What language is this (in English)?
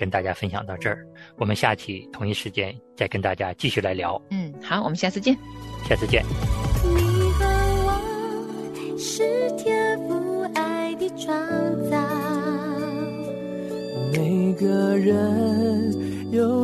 Chinese